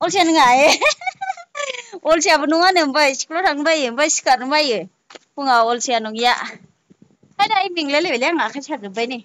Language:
Bodo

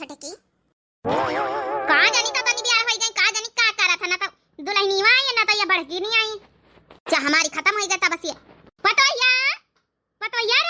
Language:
Awadhi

